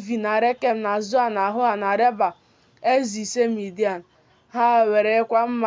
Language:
Igbo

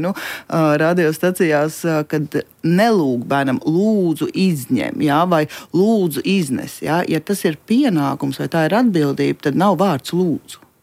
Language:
Latvian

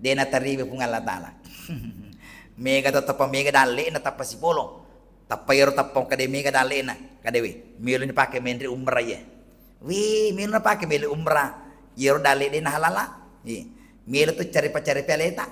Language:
Buginese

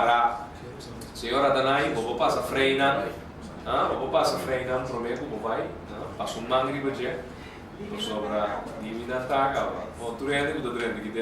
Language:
Papiamento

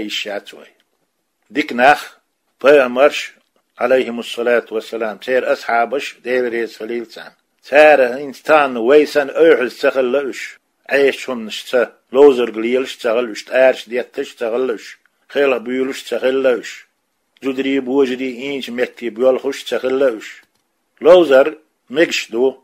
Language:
Chechen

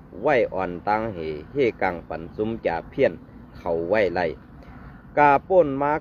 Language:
Shan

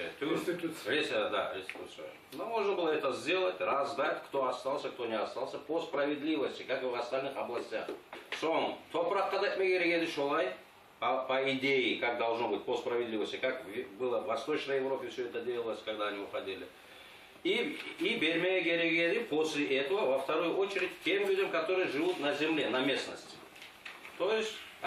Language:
Kumyk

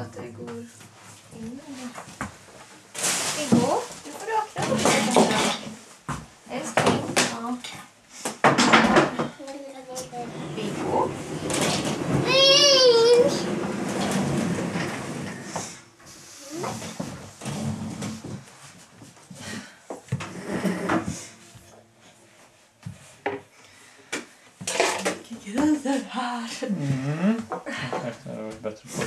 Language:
Swedish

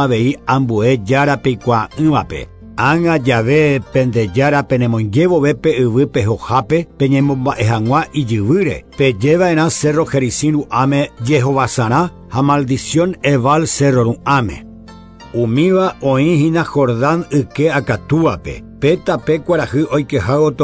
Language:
Guarani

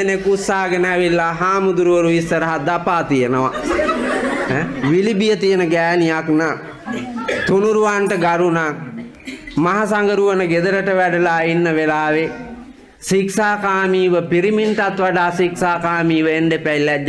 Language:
Sinhala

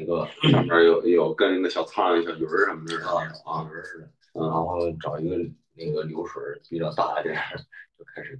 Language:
Chinese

